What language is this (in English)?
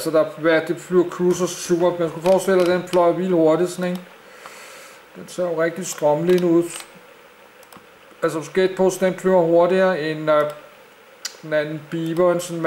Danish